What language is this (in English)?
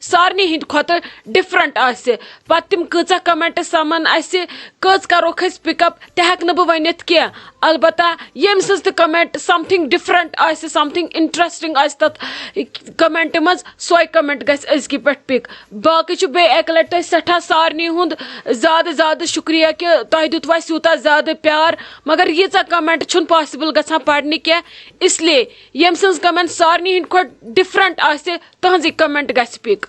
Kashmiri